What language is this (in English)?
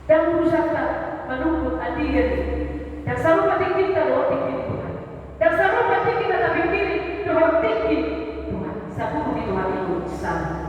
Batak Toba